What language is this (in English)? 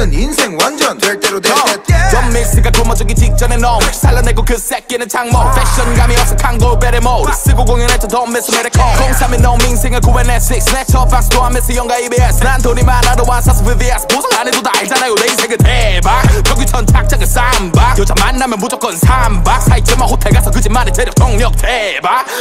Korean